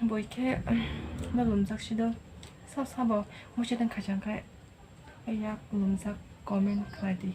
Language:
Kok Borok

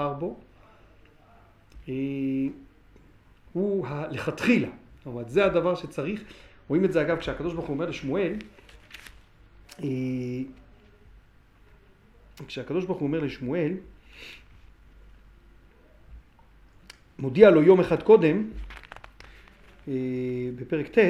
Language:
Hebrew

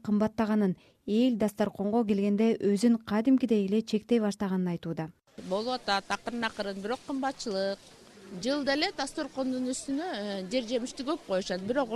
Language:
Kyrgyz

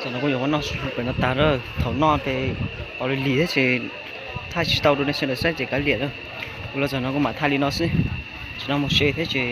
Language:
Hmong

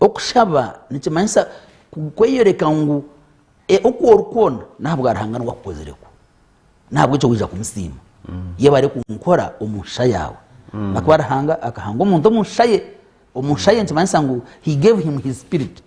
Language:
Nyankole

